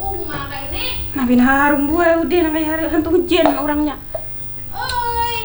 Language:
Banjar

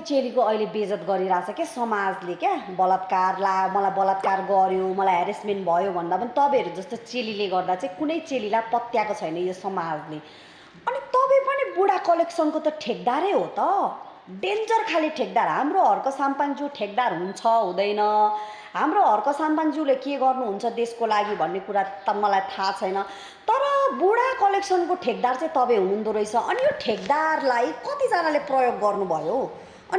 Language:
Nepali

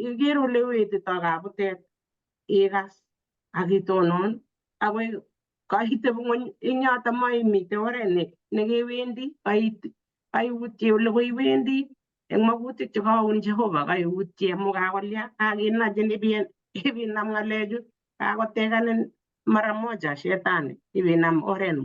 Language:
Kalenjin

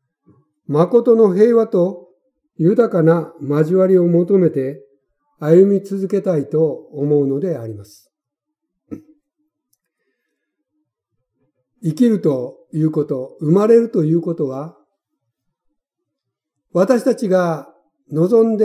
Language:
Japanese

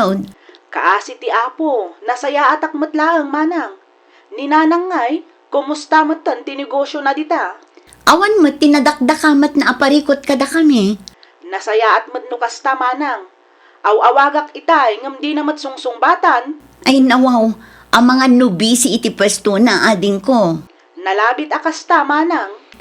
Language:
Iloko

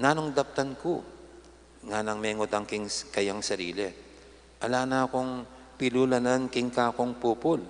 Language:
Pampanga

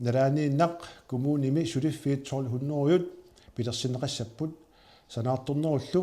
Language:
Kalaallisut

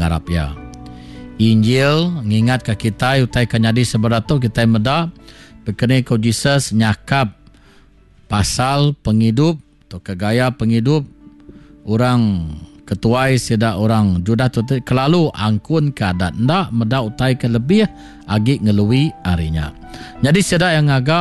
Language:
Iban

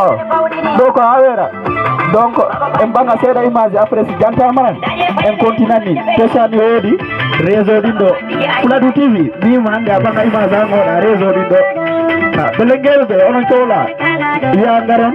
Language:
Fula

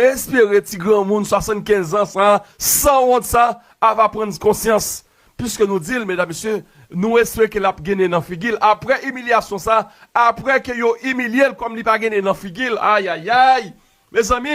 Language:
Haitian Creole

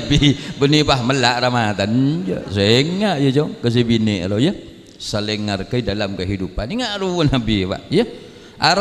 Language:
Madurese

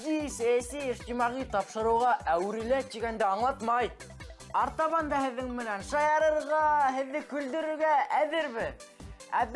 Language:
Bashkir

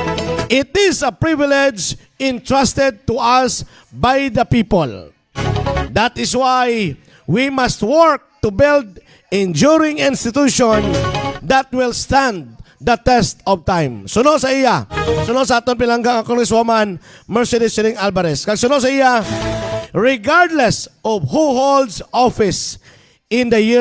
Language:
Hiligaynon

